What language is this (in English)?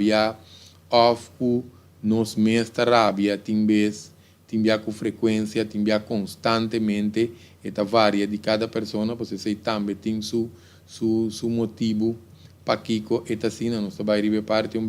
Papiamento